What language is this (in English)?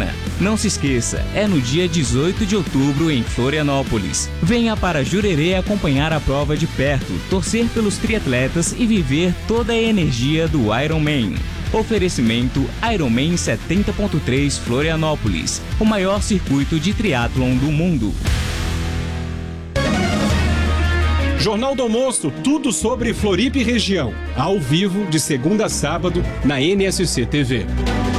Portuguese